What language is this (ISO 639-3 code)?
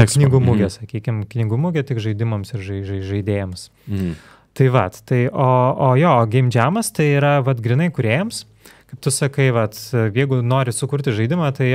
lit